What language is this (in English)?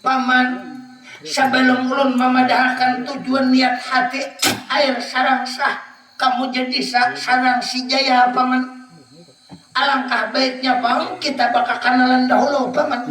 Banjar